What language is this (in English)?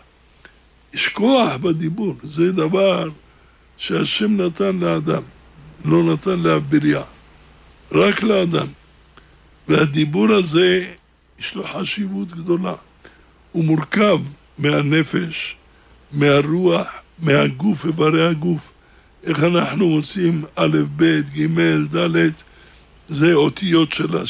Hebrew